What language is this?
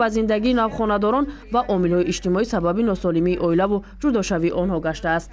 Tajik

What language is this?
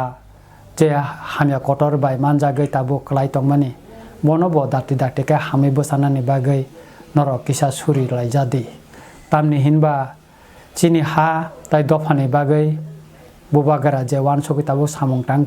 Kok Borok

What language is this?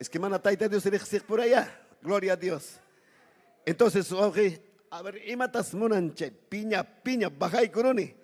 Ayacucho Quechua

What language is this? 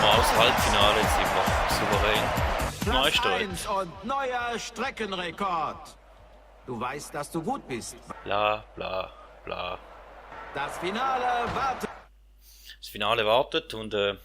Swiss German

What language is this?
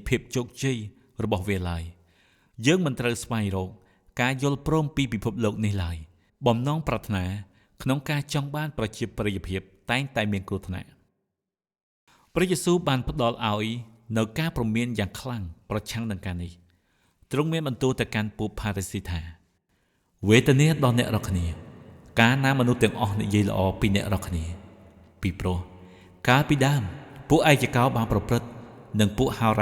Khmer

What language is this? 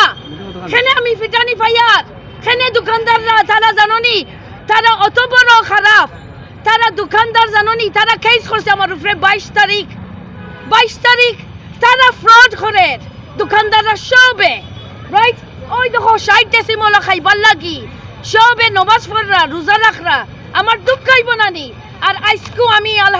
Sylheti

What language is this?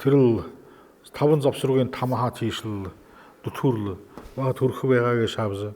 Buriat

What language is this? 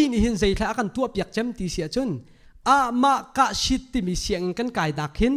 Hakha Chin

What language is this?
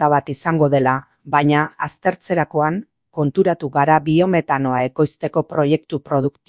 Basque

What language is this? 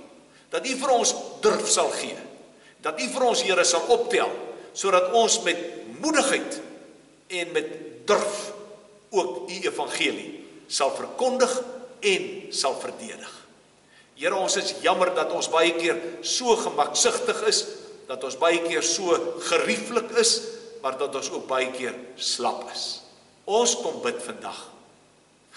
Afrikaans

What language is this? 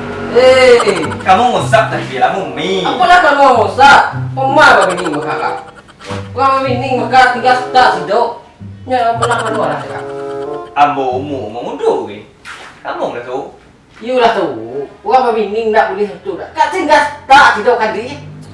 Minangkabau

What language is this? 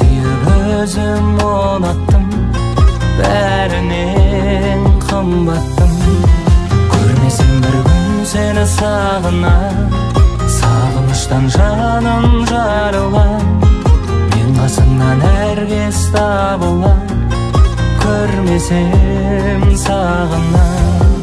Kazakh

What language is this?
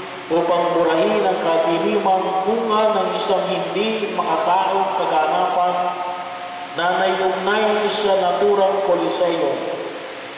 Filipino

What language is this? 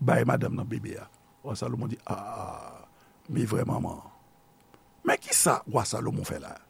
Haitian Creole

